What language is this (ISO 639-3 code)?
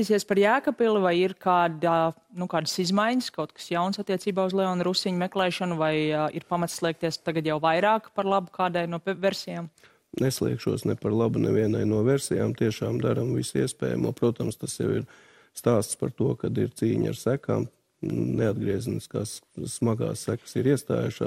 lav